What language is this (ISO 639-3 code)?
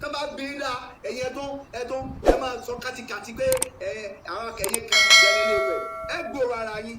yor